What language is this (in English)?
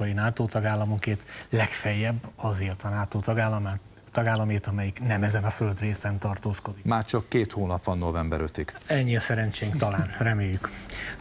Hungarian